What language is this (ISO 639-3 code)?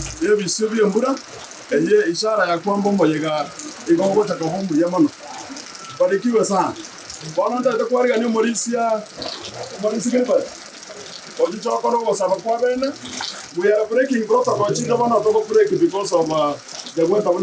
guz